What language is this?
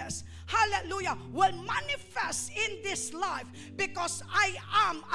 Hiligaynon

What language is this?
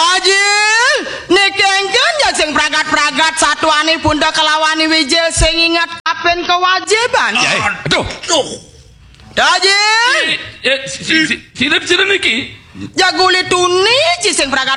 Balinese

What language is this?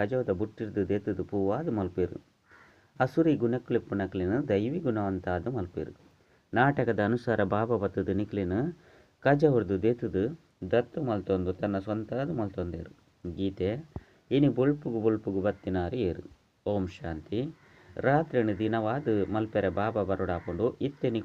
Tulu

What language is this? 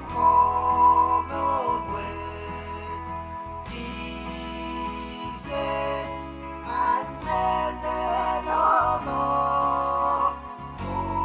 Pohnpeian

